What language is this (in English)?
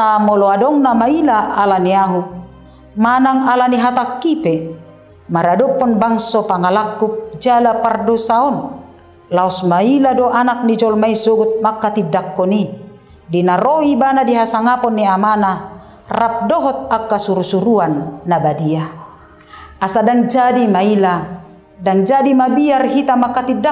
Batak Toba